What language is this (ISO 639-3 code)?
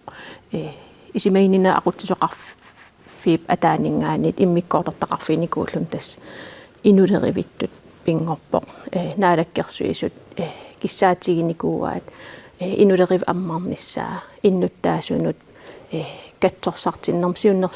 kal